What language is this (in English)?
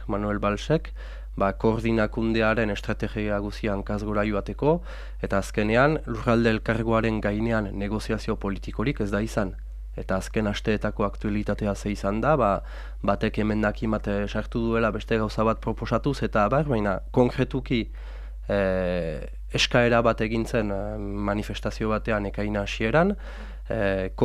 Basque